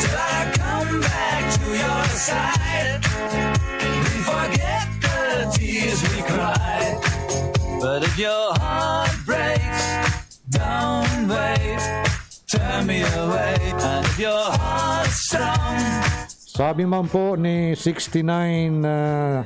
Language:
Bikol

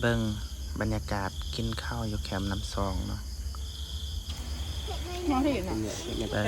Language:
Lao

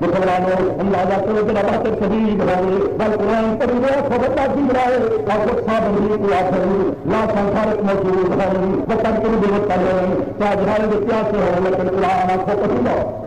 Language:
Saraiki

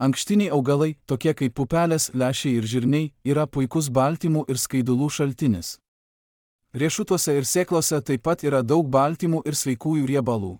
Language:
Lithuanian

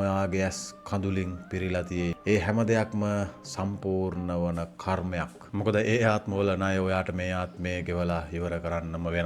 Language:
Sinhala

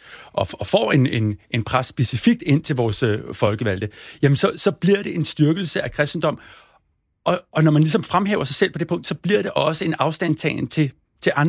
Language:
Danish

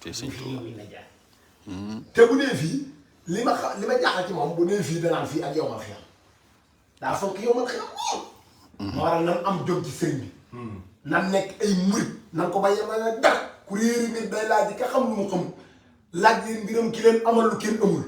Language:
Wolof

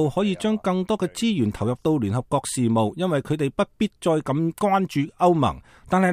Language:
Cantonese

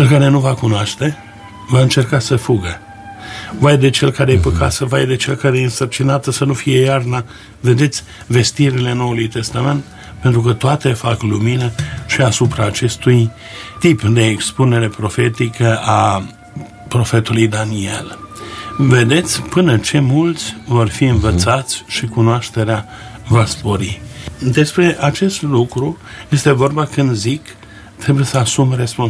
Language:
Romanian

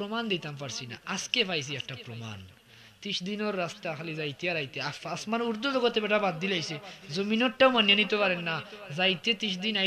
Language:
Sylheti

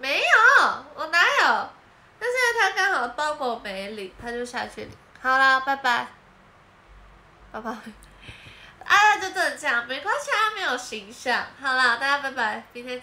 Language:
Chinese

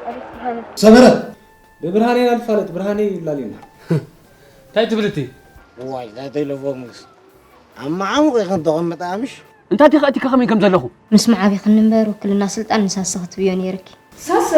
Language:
Tigrinya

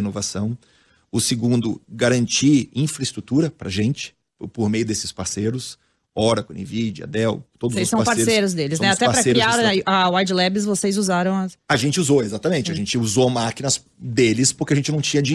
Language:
Portuguese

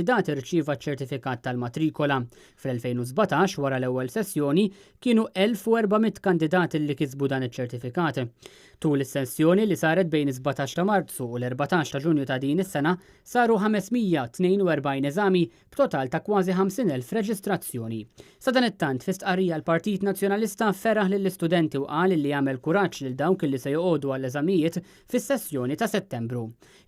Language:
Maltese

